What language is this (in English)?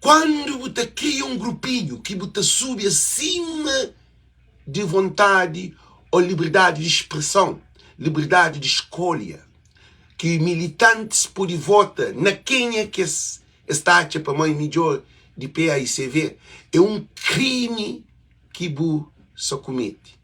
Kabuverdianu